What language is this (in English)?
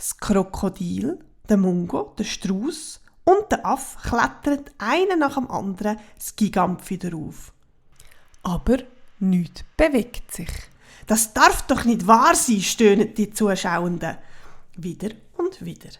Swiss German